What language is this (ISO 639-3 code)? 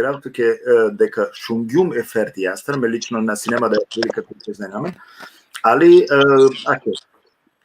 rmn